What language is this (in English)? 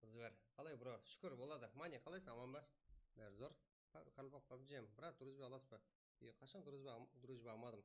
Kara-Kalpak